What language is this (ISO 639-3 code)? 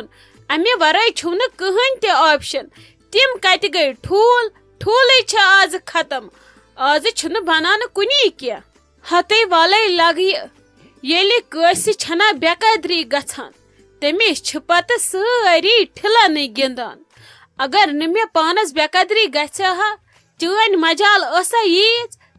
kas